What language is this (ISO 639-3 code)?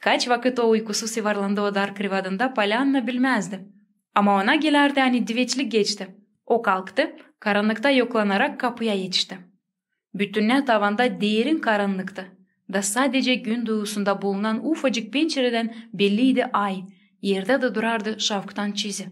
gag